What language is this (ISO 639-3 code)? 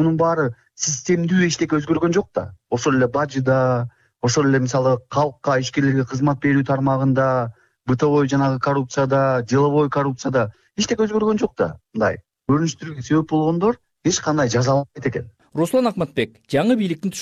kir